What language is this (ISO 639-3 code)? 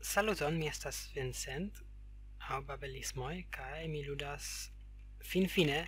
epo